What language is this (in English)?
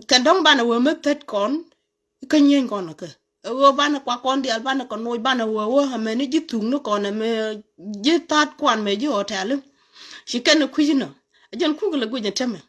Nuer